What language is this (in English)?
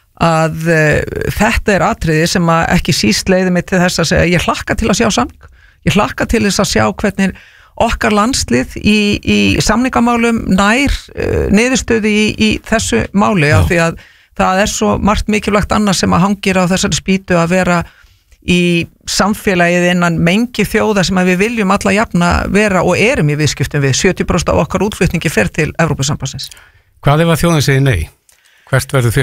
Icelandic